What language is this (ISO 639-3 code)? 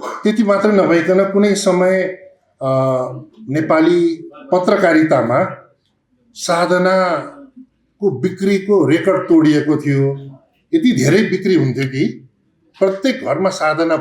nep